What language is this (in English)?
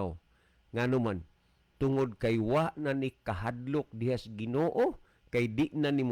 Cebuano